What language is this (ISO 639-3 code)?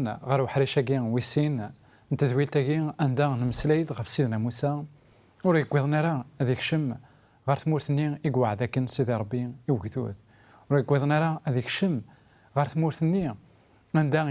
kab